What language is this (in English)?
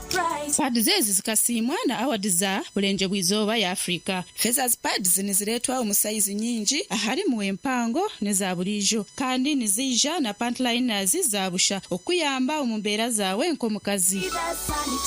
Nyankole